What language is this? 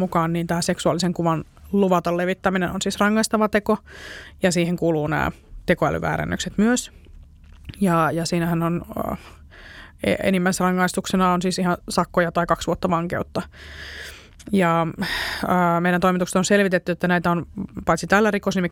Finnish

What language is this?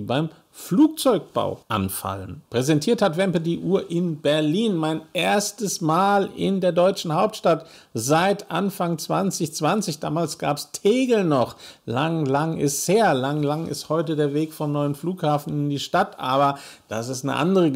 German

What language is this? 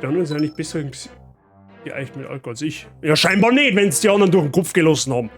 Bavarian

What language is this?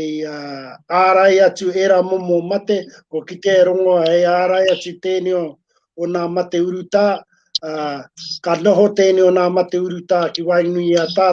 Māori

